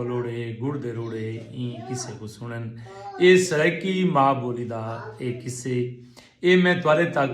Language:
Saraiki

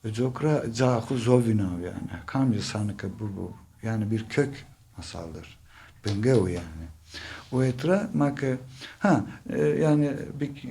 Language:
Zaza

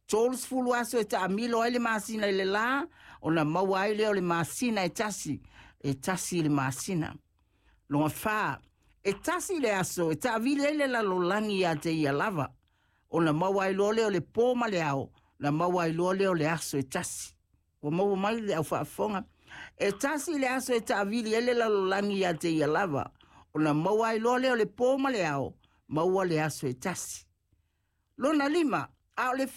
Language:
Samoan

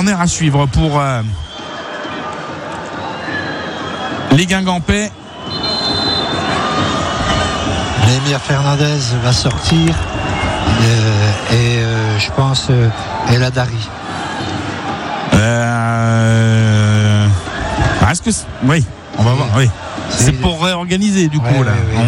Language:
French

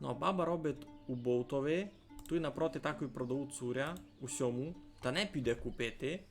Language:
Rusyn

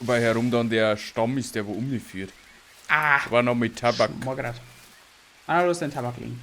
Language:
Bavarian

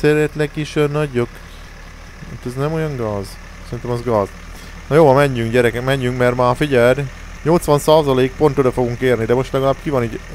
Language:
Hungarian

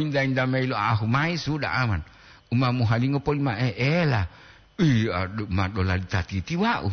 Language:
Gorontalo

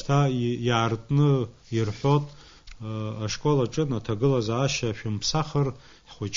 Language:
Abkhazian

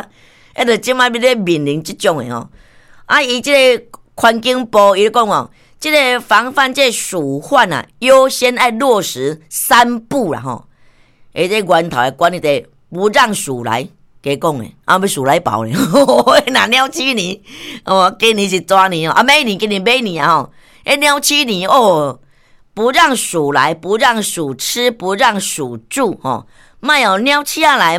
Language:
Min Nan Chinese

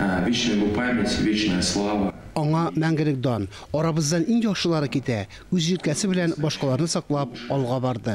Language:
Tatar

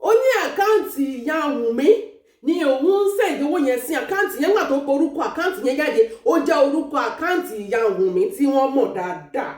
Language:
Yoruba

